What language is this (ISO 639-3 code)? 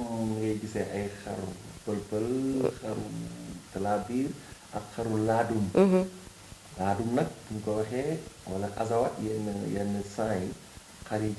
wol